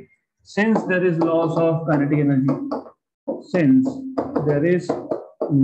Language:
Hindi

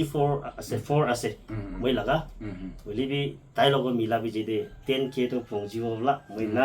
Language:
Naga Pidgin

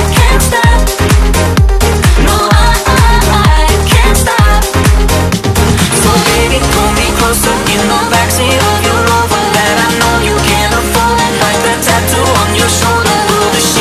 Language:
English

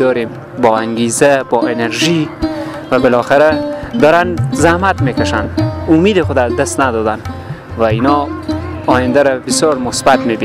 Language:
Persian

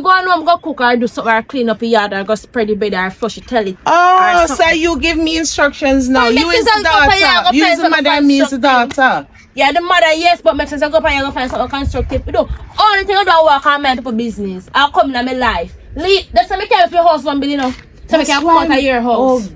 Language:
Jamaican Creole English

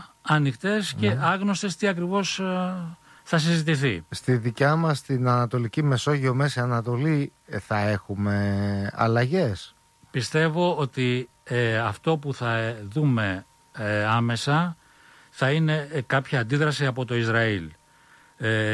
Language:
Greek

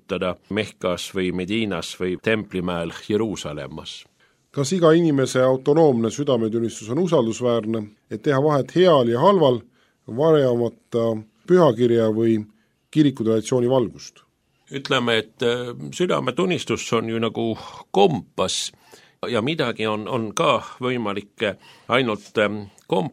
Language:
Estonian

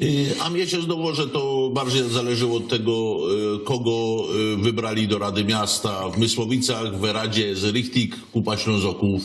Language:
Silesian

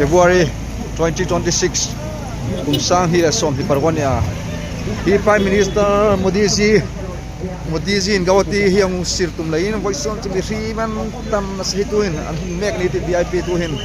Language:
Hmar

